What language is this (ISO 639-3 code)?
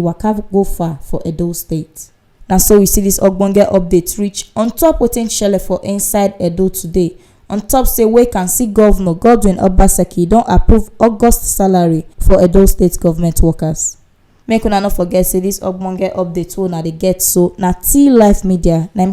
pcm